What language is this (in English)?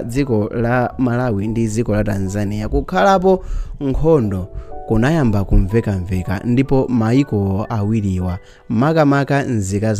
Nyanja